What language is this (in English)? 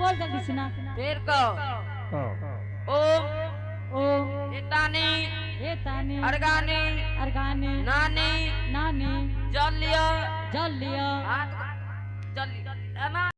Angika